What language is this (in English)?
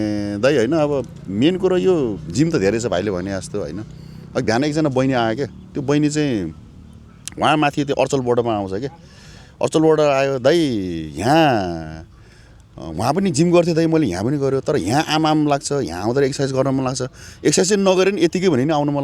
Nepali